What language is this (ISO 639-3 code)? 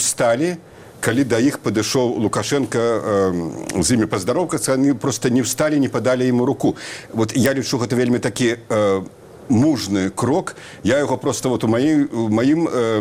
bel